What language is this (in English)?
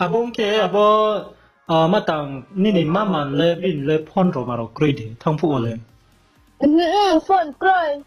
Riang (India)